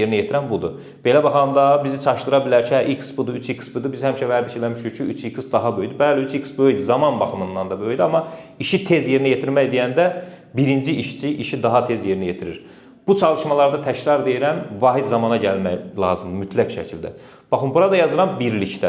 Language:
Azerbaijani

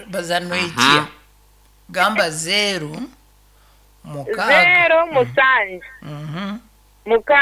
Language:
Nyankole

